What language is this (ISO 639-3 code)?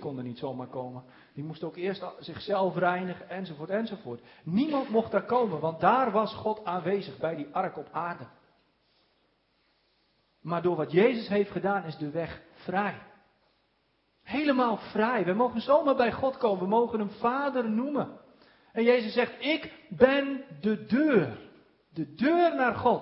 nld